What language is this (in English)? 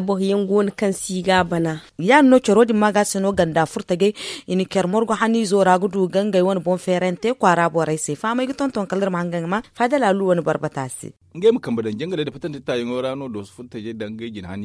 Zarma